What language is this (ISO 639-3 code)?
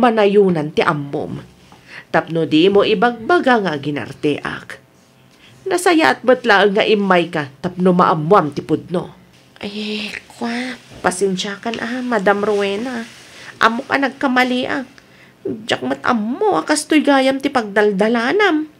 ilo